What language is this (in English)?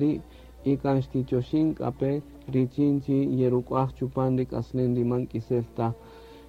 Kaqchikel